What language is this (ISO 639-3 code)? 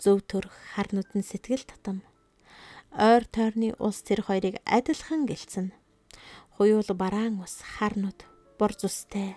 mon